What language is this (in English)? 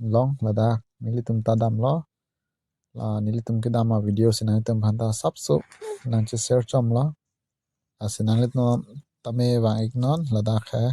Karbi